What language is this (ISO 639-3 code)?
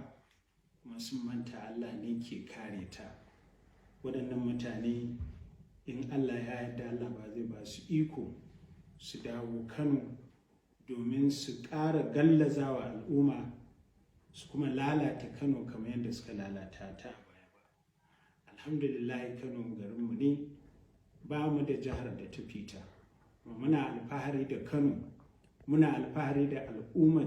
hau